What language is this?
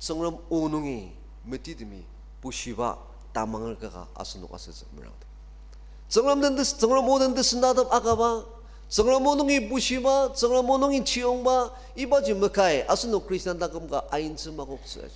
Ao Naga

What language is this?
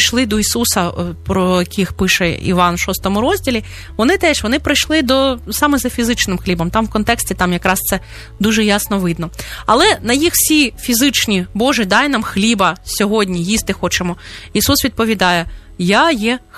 Ukrainian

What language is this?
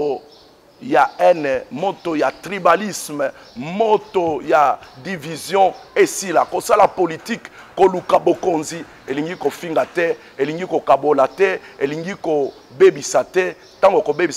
Lingala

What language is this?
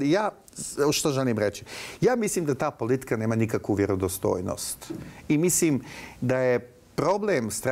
Bosnian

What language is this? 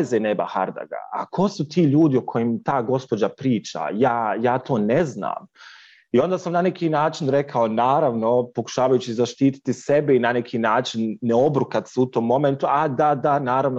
Bosnian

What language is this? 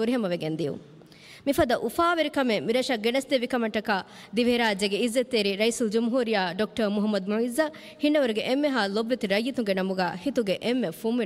Divehi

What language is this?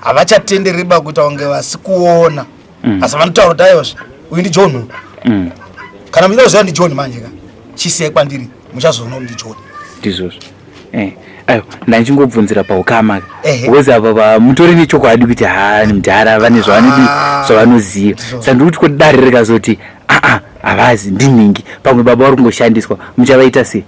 Shona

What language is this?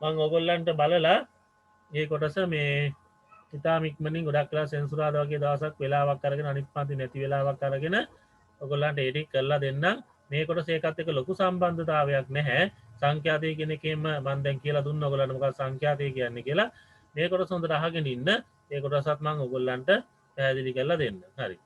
Sinhala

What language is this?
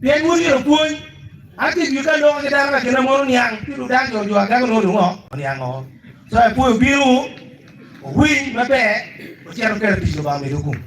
Acoli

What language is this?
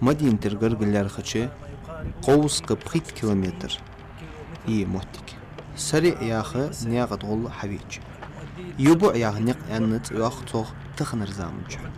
Ingush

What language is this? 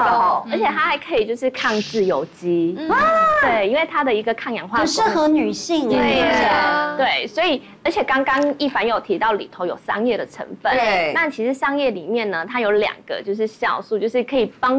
Chinese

